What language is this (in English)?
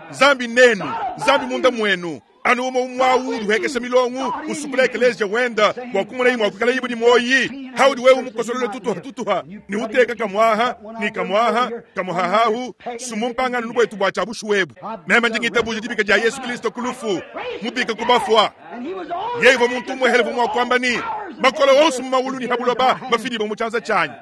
Luba-Lulua